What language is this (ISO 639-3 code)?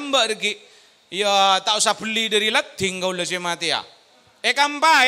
mad